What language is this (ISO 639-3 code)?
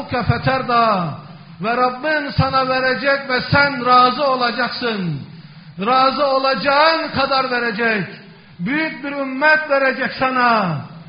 tur